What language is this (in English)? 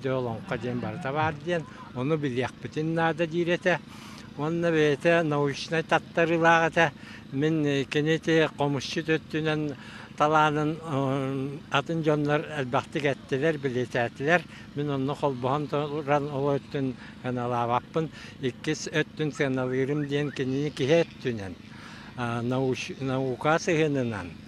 Yakut